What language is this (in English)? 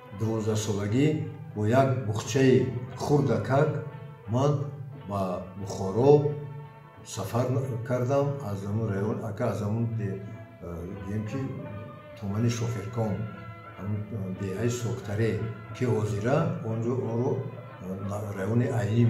Tajik